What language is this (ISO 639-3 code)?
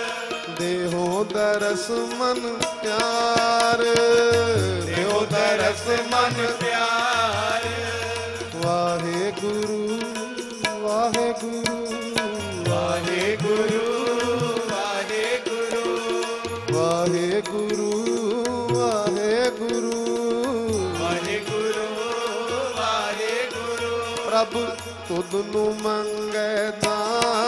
pan